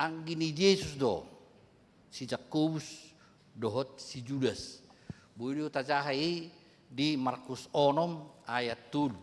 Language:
Batak Toba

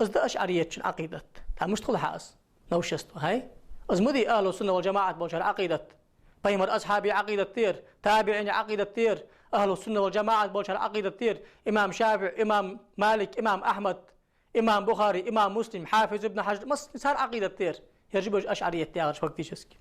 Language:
Ingush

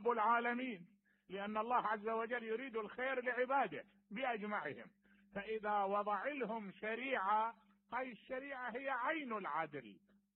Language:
Mesopotamian Arabic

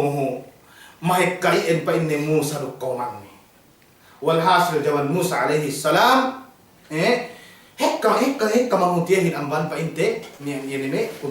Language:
Yakan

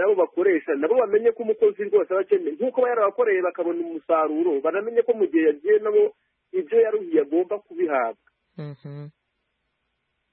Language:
Kinyarwanda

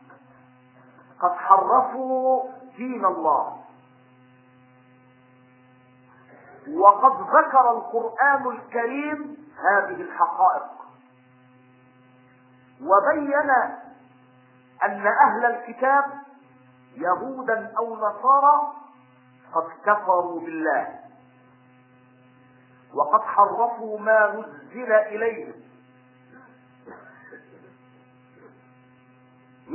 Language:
Arabic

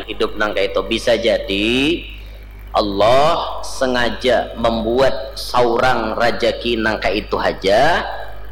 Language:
Banjar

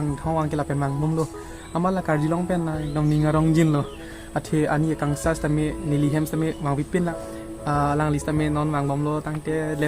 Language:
Karbi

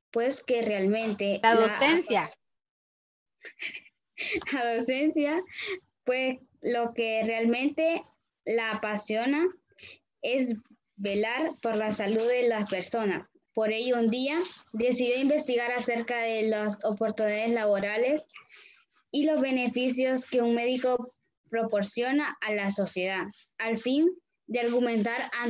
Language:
Spanish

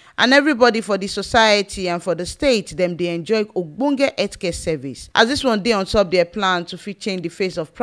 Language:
Nigerian Pidgin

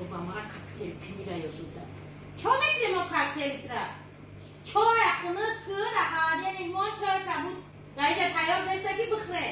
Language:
Tajik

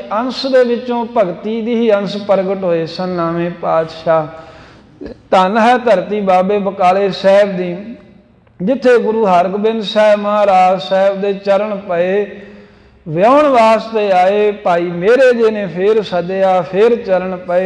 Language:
Punjabi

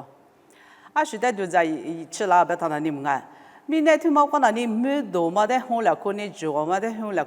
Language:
Lisu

